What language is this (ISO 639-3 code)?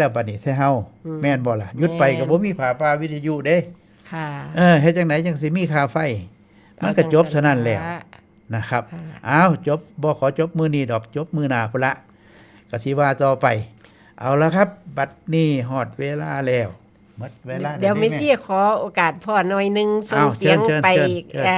tts